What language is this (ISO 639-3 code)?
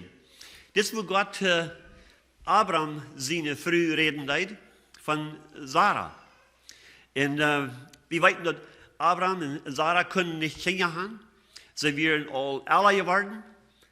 pdt